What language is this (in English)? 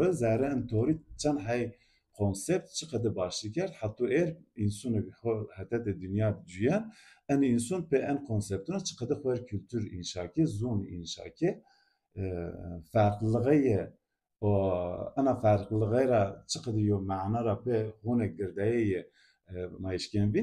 Zaza